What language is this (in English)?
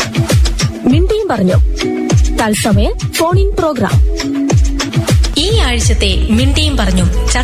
Malayalam